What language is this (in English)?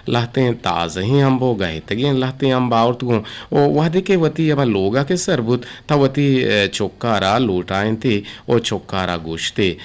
Eastern Balochi